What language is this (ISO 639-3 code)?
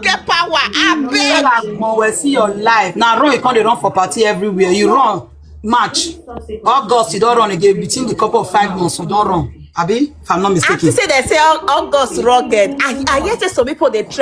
pcm